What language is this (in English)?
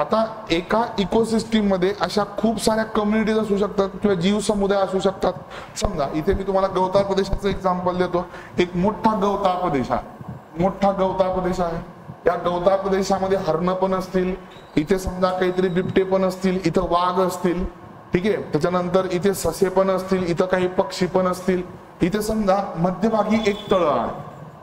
Marathi